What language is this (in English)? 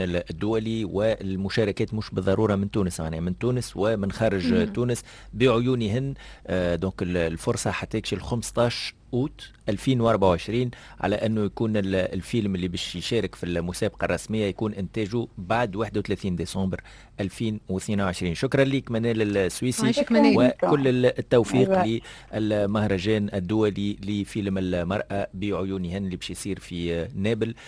Tunisian Arabic